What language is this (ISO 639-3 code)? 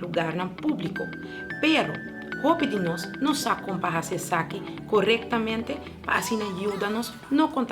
pap